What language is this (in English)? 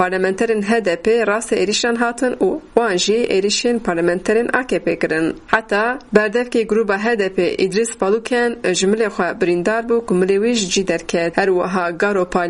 Kurdish